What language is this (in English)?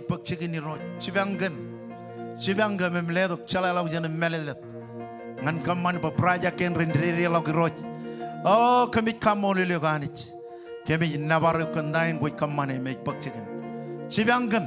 Marshallese